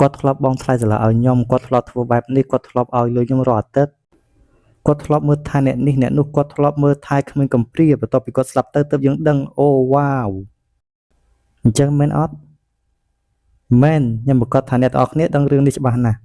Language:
Khmer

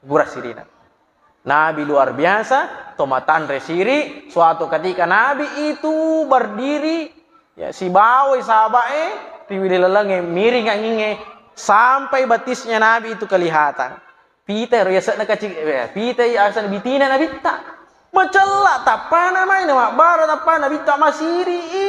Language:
Buginese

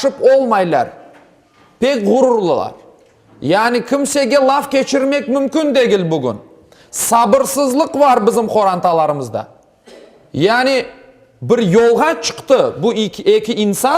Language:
Crimean Tatar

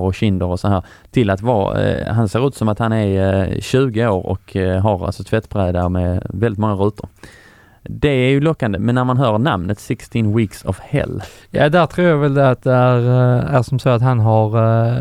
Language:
Swedish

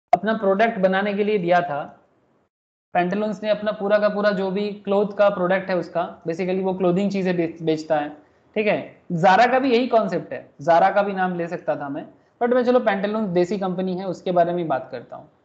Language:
Hindi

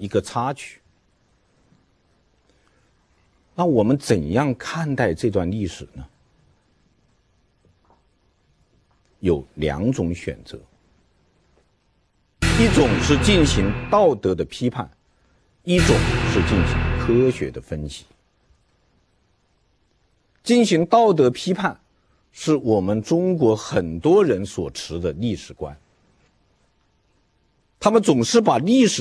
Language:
Chinese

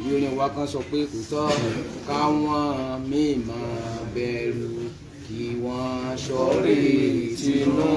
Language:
Yoruba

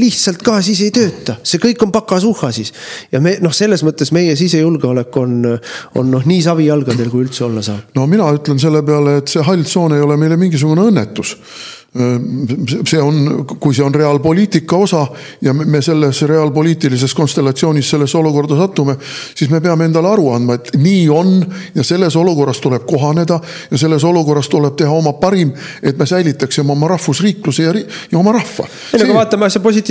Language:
Estonian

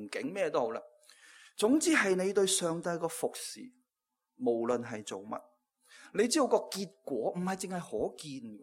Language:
Cantonese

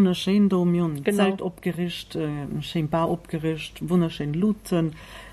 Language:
Luxembourgish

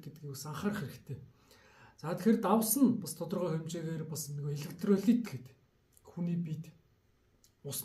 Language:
Mongolian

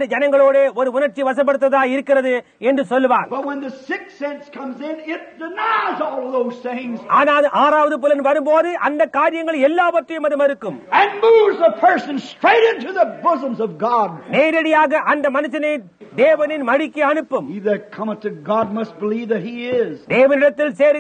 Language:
Tamil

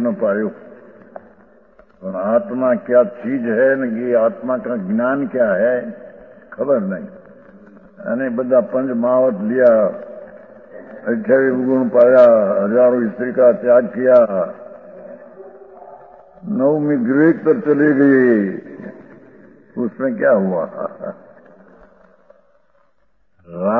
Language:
Hindi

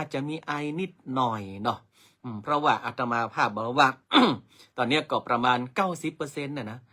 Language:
Northern Thai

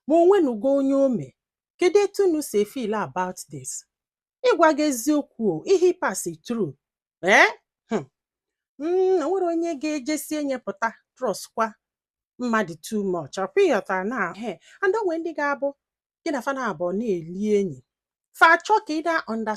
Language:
Igbo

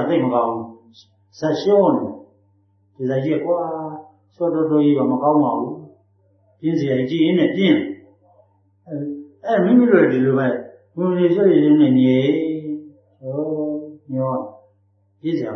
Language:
Burmese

